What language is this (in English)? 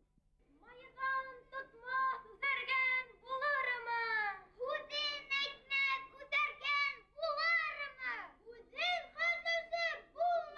Bashkir